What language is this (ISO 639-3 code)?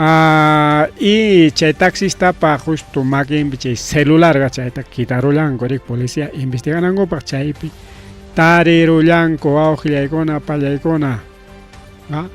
quy